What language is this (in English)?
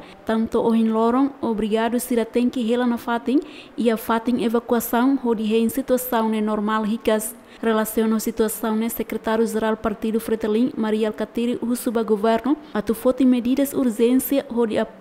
Tetum